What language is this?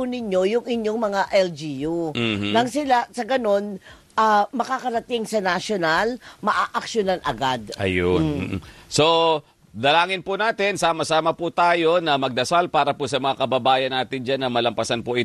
Filipino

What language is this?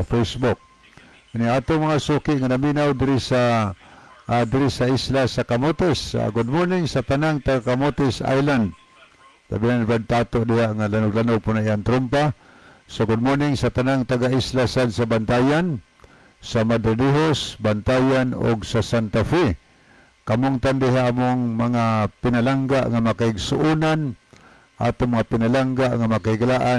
Cebuano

